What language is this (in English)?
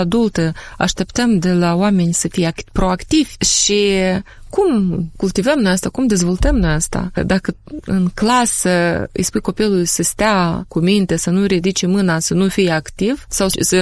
Romanian